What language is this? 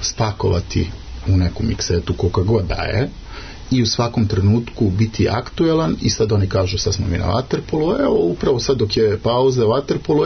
Serbian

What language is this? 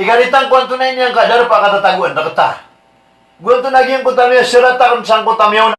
Maranao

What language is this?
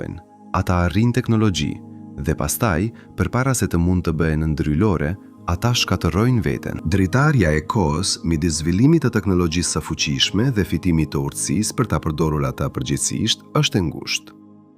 Albanian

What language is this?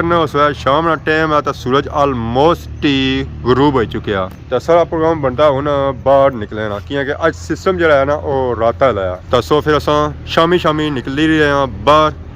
Pahari-Potwari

